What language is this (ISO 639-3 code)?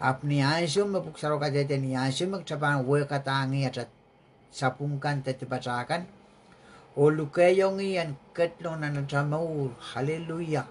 pon